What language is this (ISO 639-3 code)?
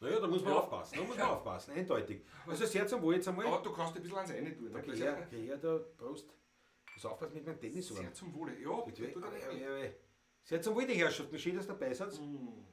bar